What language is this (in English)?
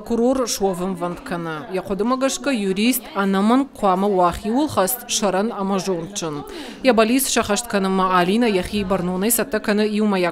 Ossetic